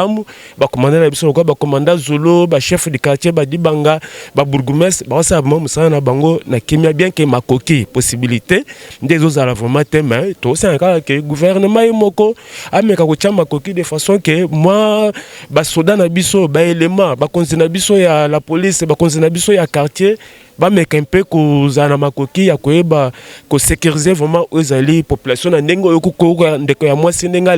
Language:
Lingala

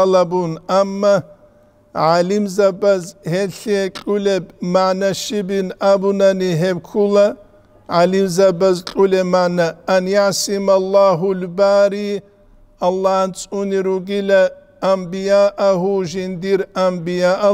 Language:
Avaric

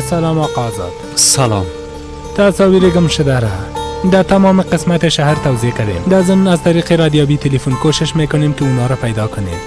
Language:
Persian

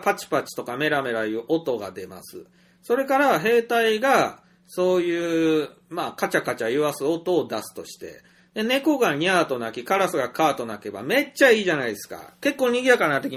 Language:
Japanese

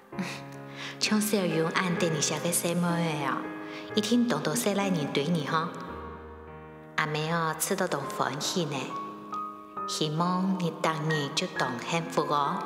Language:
Hakka Chinese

